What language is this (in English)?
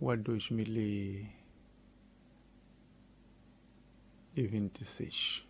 Tsonga